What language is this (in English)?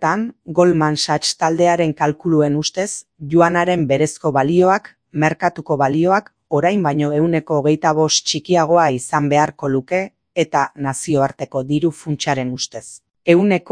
Basque